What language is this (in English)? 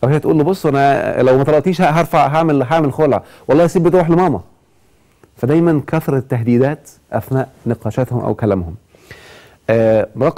Egyptian Arabic